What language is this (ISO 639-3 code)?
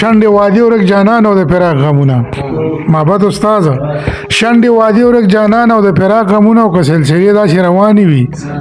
pus